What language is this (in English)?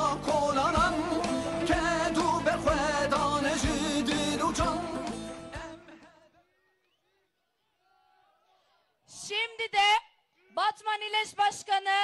Kurdish